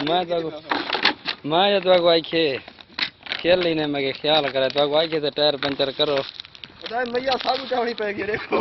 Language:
Saraiki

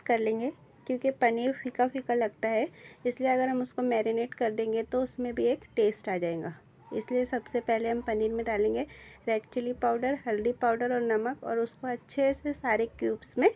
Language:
Hindi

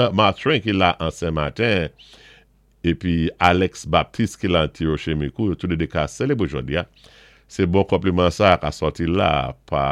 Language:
Saint Lucian Creole French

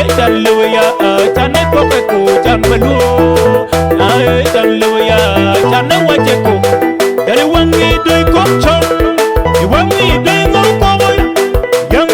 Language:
Acoli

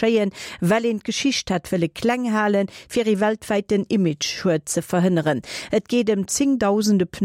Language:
Luxembourgish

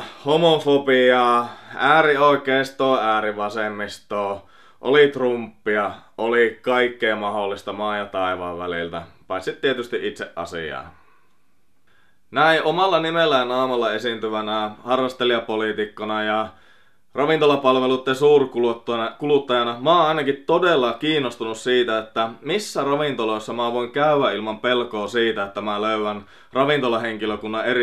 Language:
Finnish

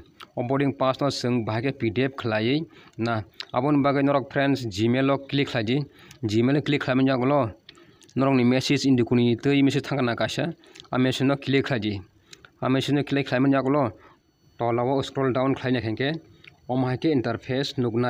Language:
Kok Borok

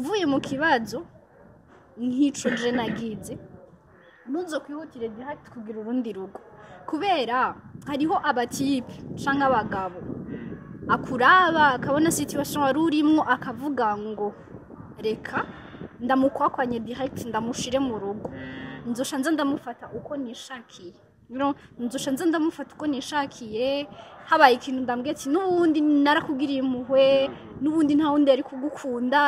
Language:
Rundi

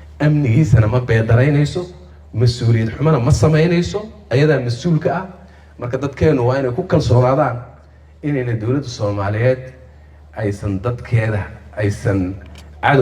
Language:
Somali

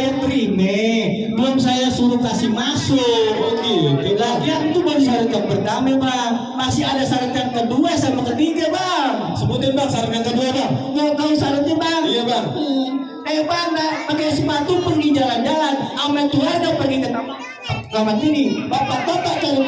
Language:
Betawi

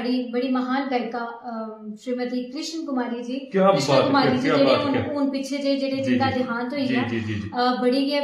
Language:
Dogri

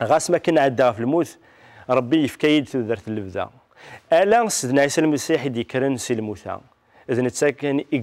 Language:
Kabyle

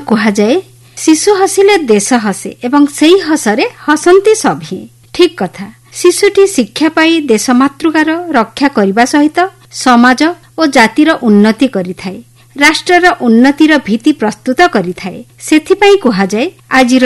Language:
Odia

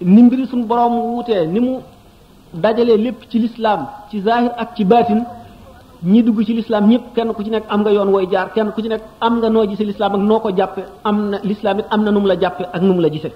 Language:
Wolof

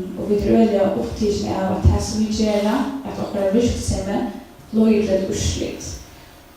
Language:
Faroese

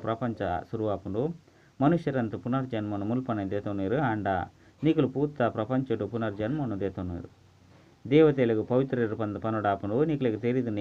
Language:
Tulu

